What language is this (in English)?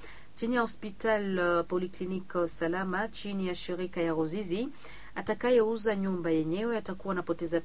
Swahili